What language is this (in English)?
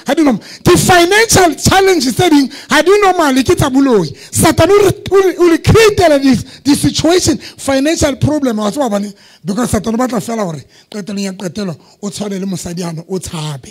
Southern Sotho